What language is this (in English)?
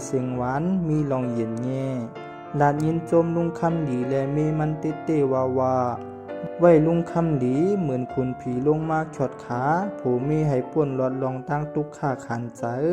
Shan